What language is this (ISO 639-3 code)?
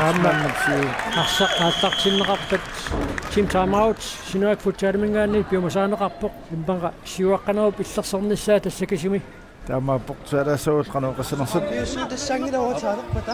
kal